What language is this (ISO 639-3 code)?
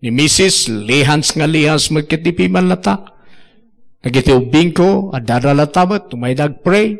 ilo